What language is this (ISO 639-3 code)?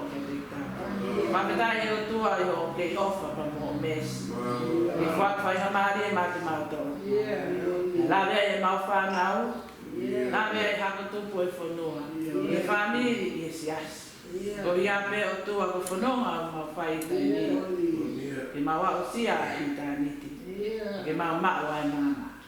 ton